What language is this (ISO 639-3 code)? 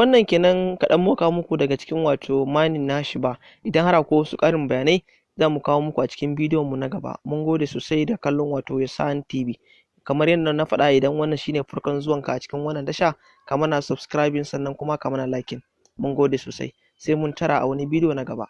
hau